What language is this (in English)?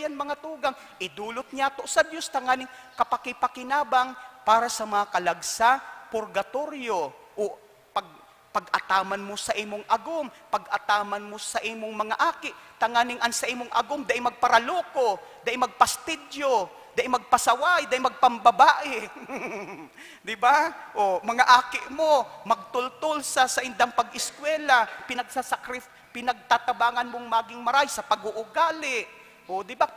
Bikol